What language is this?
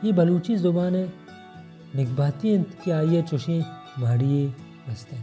Baluchi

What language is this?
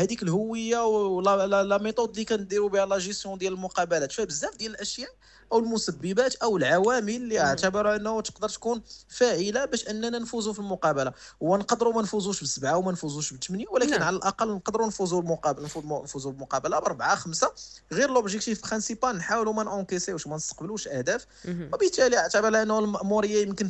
Moroccan Arabic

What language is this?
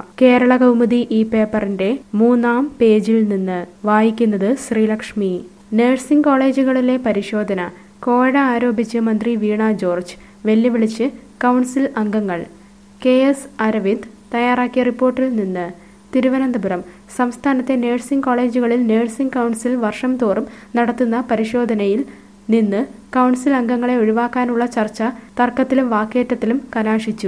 Malayalam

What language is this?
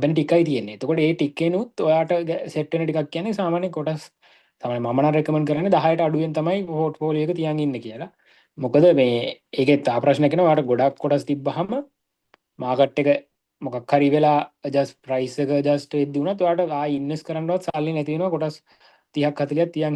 Sinhala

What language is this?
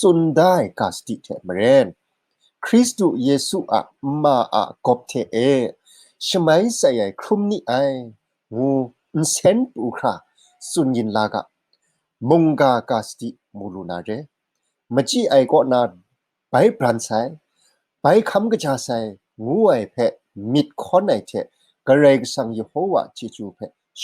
Kachin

